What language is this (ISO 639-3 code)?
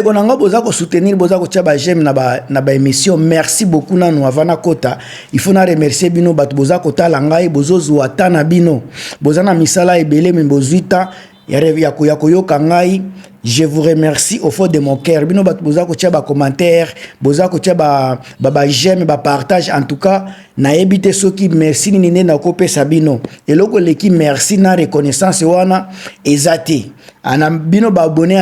lin